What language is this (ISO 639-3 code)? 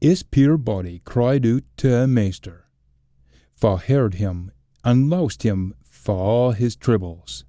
sco